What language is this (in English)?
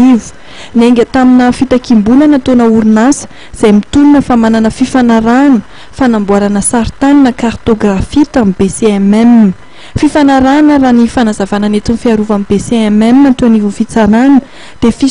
Malagasy